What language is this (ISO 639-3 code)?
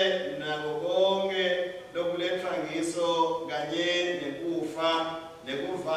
ssw